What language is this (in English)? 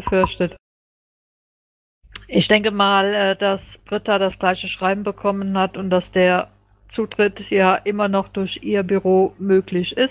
German